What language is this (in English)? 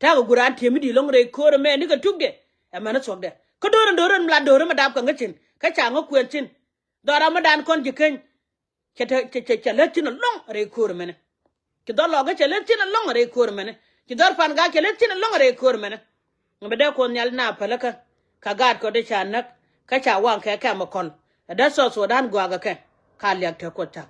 Nuer